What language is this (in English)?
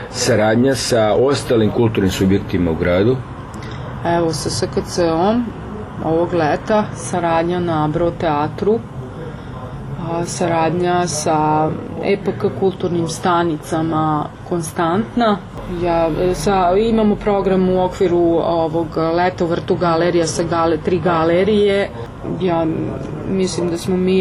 Serbian